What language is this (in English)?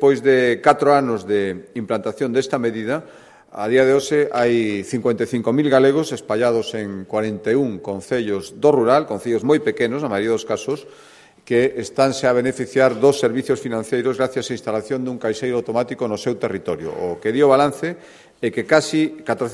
Galician